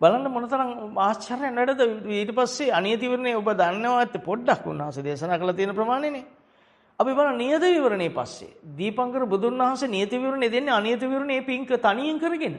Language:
Sinhala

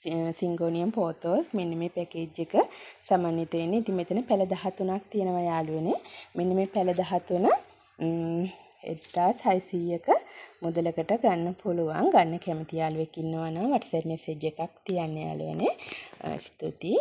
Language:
Sinhala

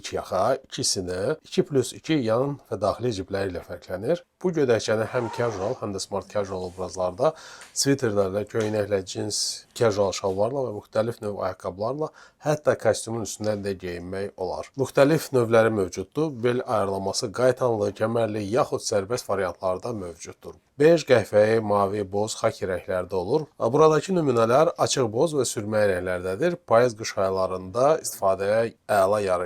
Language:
Azerbaijani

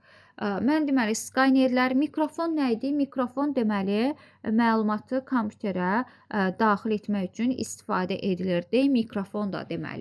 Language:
Azerbaijani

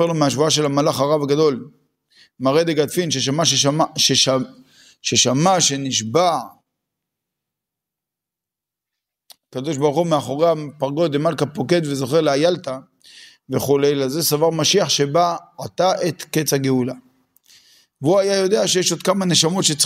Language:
Hebrew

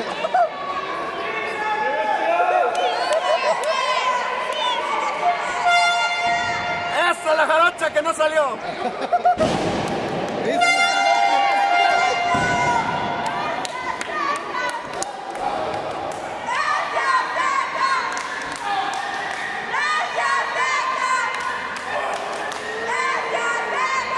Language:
Spanish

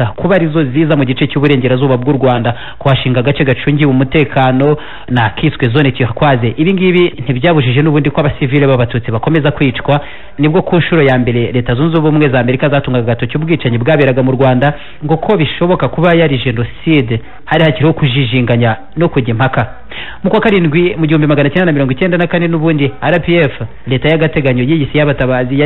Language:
Kinyarwanda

